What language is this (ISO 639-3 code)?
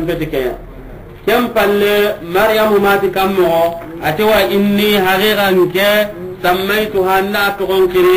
snk